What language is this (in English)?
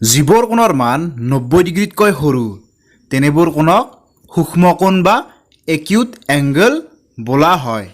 Assamese